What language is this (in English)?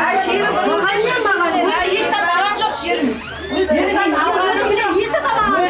Kara-Kalpak